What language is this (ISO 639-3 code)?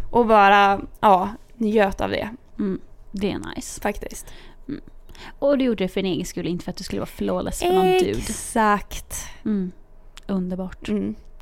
swe